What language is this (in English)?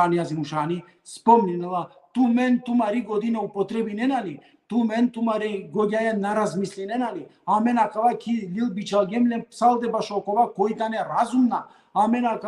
Balkan Romani